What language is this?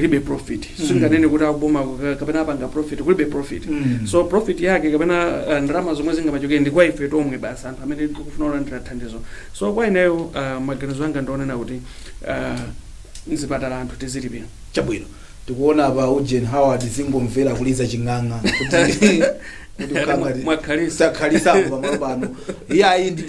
Nyanja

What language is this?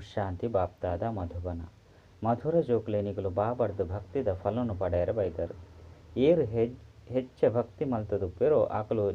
Tulu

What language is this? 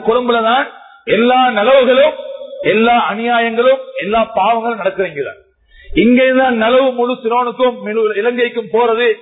Tamil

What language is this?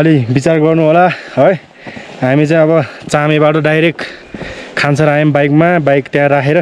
Nepali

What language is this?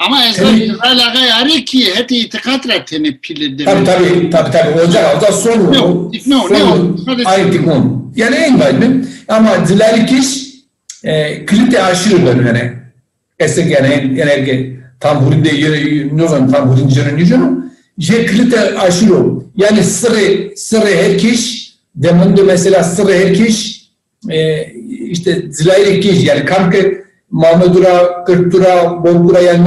Zaza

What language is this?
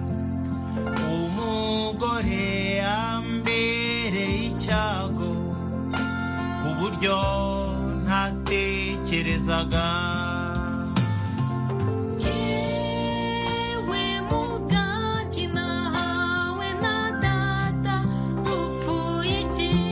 Kinyarwanda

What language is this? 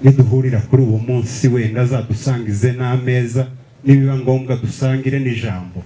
Kinyarwanda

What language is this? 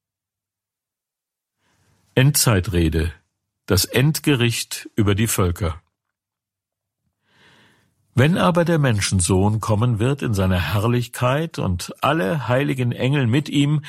German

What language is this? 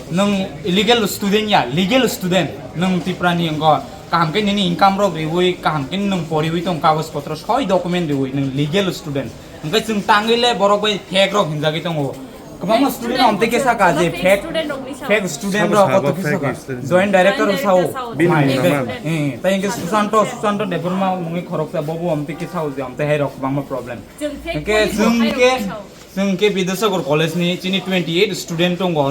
Kok Borok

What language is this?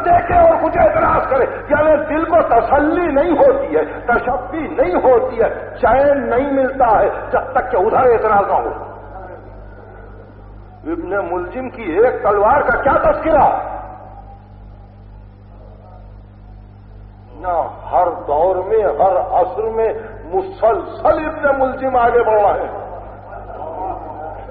Urdu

